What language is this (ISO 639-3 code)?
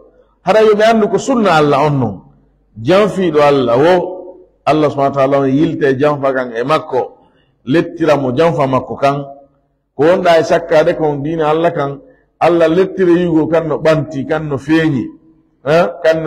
ful